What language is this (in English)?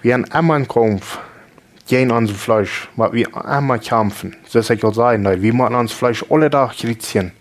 Plautdietsch